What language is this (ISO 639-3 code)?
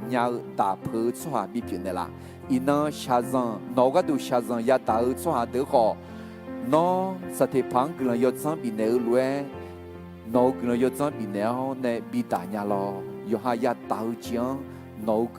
ahk